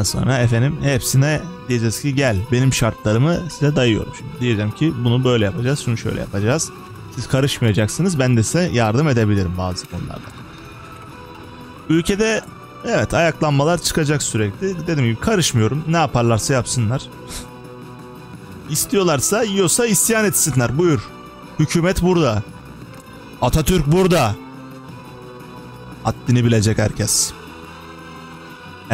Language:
Turkish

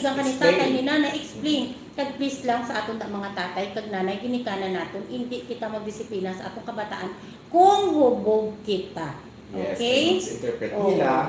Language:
Hiligaynon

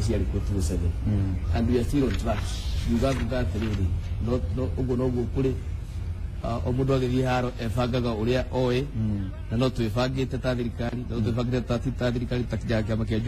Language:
Kikuyu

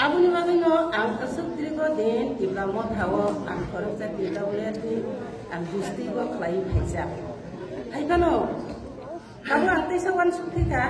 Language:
Kok Borok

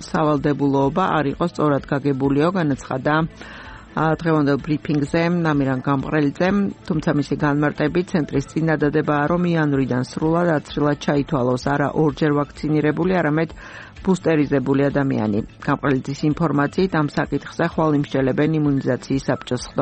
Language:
Georgian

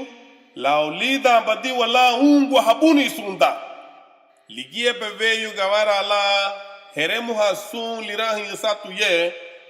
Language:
Garifuna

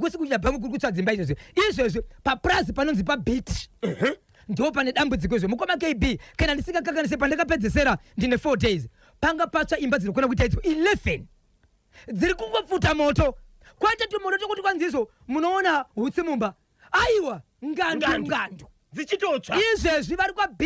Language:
Shona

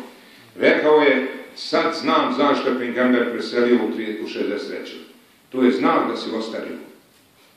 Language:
Bosnian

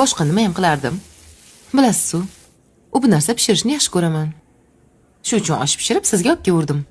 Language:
Uzbek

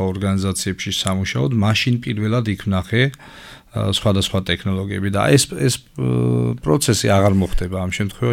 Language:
Georgian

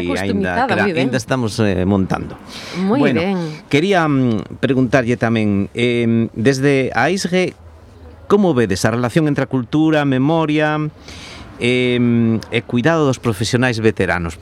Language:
Galician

